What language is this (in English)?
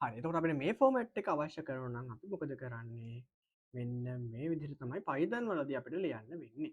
Sinhala